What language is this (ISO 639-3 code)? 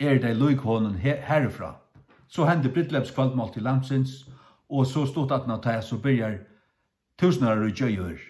fao